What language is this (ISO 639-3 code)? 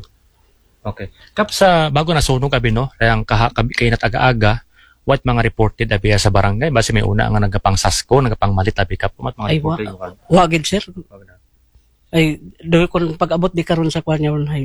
akl